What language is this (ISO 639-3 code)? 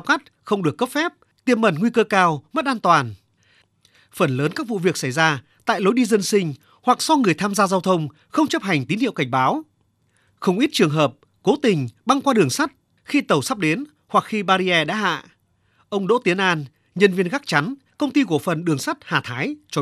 vie